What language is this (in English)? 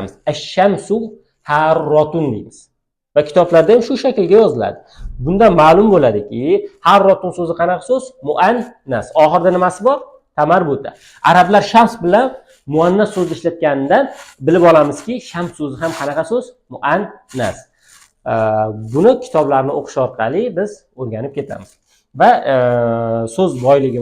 Uzbek